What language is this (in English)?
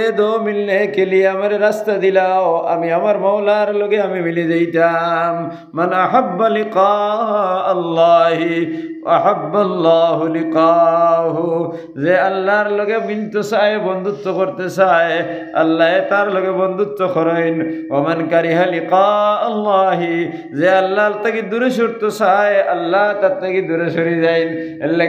Sylheti